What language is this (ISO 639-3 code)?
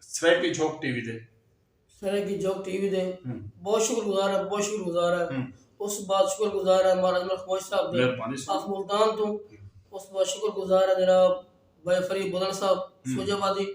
skr